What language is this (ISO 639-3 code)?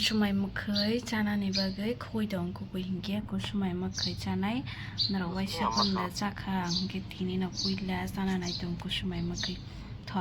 trp